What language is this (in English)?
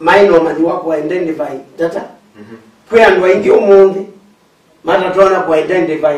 Kamba